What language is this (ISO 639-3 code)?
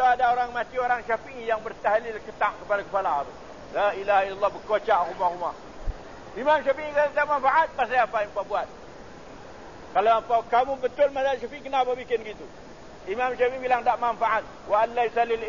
msa